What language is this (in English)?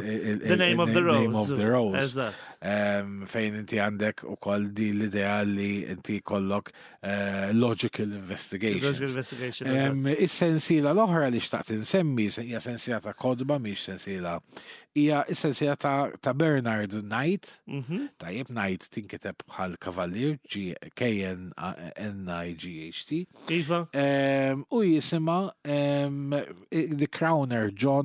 Maltese